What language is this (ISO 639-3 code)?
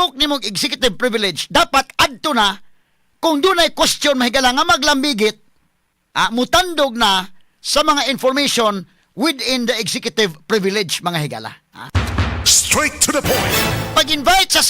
ceb